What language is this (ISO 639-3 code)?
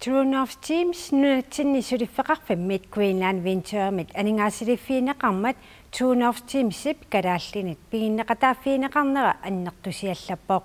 kal